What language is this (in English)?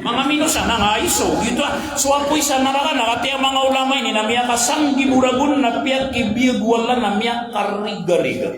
Maranao